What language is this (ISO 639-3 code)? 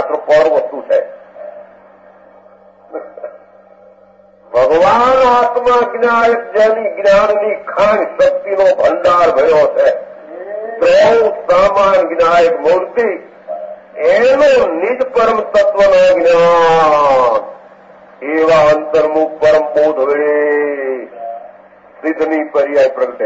guj